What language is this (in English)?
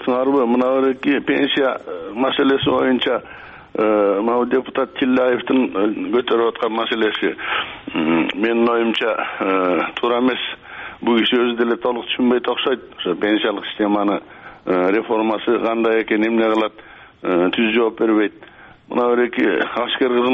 Kyrgyz